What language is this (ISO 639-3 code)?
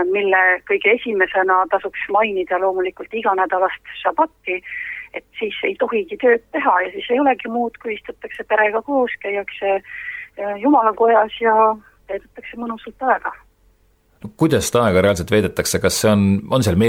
est